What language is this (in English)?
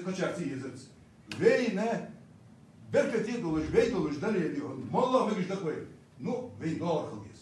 Ingush